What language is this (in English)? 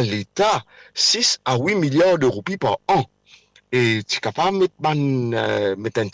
Morisyen